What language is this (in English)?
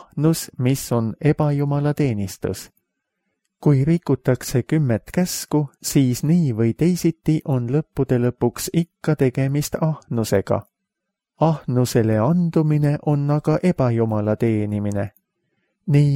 Estonian